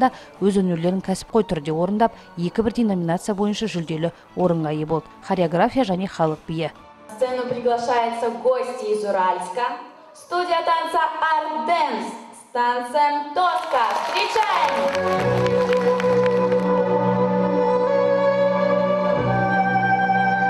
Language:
Kazakh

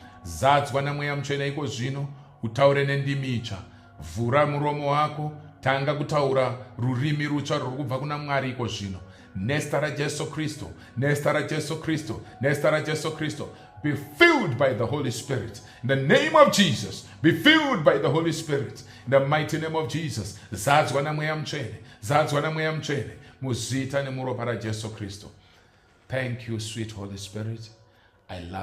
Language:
Shona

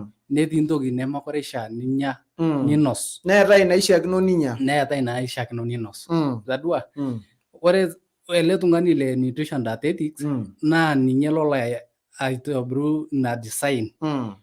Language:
Masai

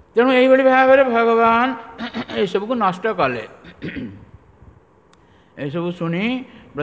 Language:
Odia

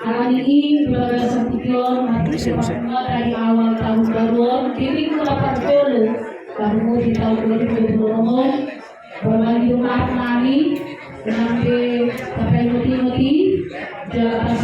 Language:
Batak Toba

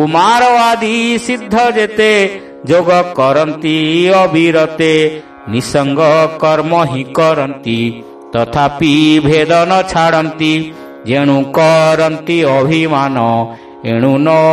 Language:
Odia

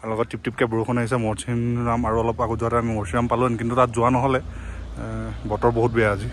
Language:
Assamese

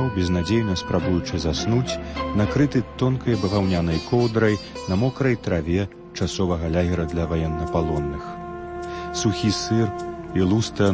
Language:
Belarusian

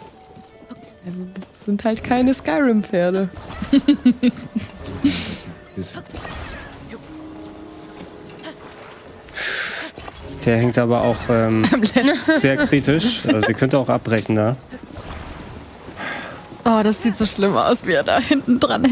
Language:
German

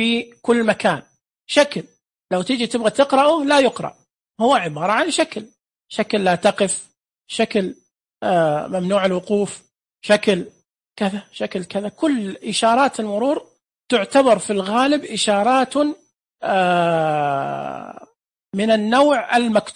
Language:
Najdi Arabic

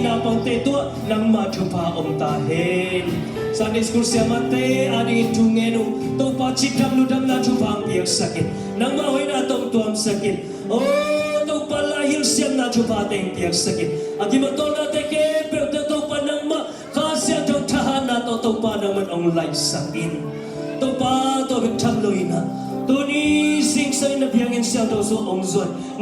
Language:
Tedim Chin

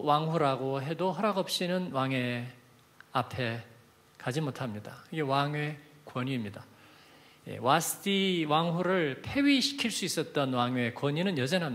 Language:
Korean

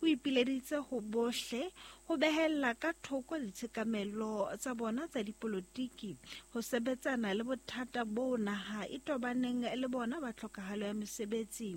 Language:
Southern Sotho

